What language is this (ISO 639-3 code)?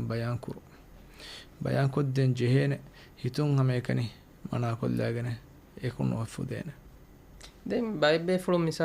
div